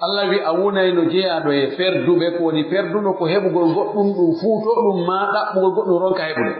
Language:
Pular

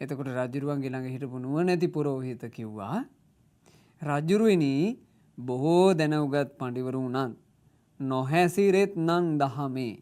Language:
Sinhala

